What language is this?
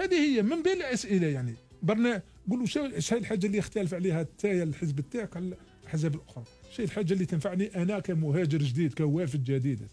Algerian Arabic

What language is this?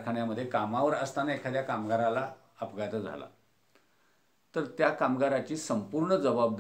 Marathi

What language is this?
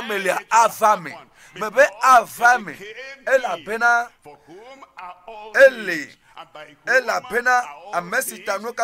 Ewe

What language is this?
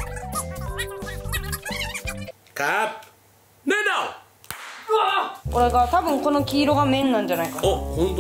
Japanese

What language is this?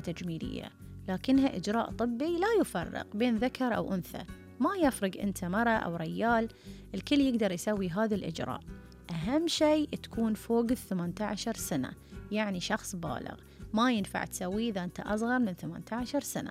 Gulf Arabic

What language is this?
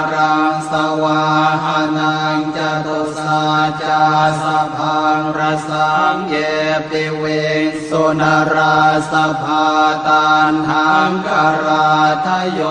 Pali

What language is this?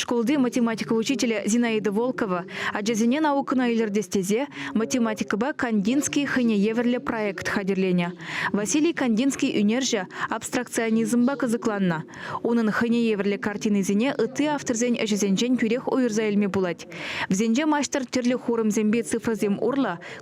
Chuvash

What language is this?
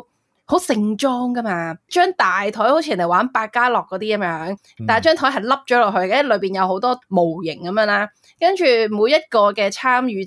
Cantonese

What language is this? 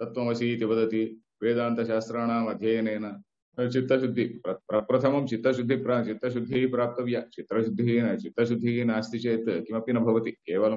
Sanskrit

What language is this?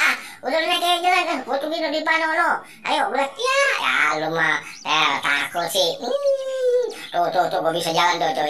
Betawi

